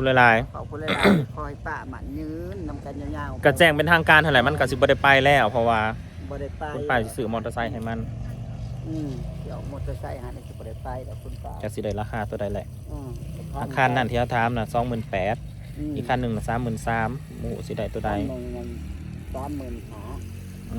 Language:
Northeastern Thai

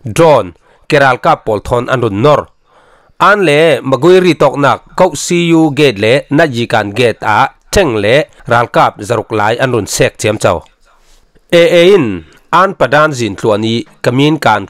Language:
Falam Chin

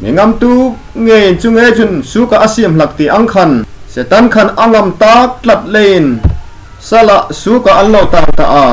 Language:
Hmar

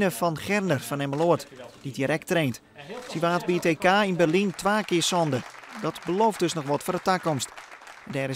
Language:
Western Frisian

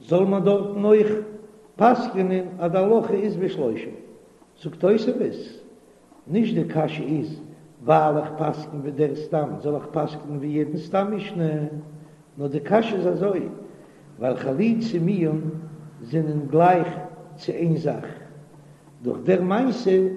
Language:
Yiddish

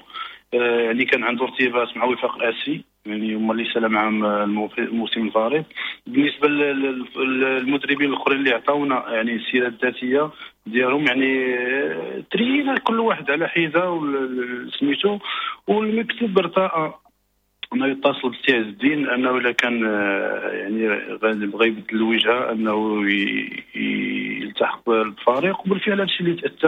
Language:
Moroccan Arabic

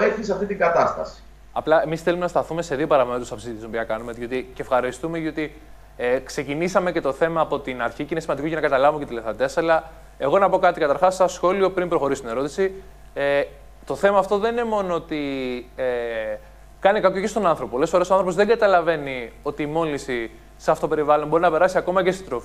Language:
Greek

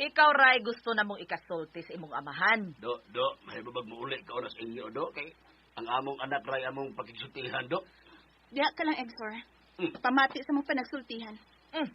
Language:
Cebuano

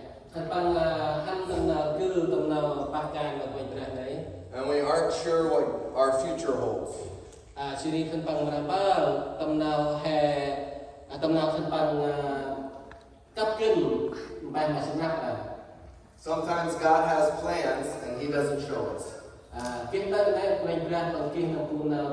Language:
Central Mnong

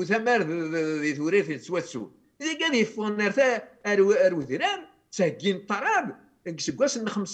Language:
Kabyle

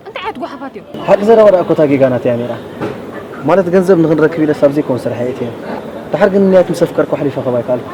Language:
Tigrinya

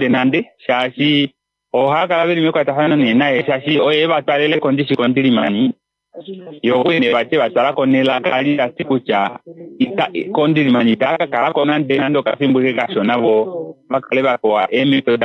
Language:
Kuanyama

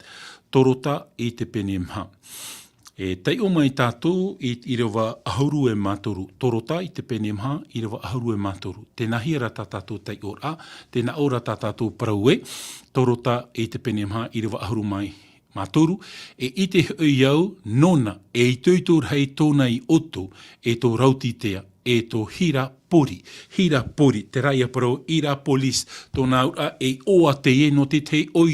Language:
Tahitian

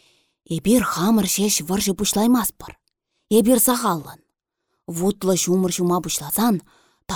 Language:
Chuvash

